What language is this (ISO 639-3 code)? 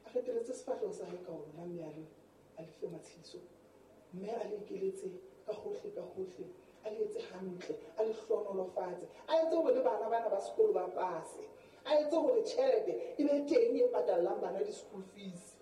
sot